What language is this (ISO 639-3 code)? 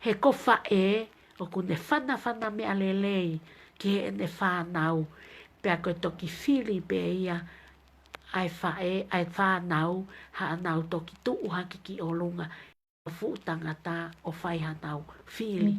ton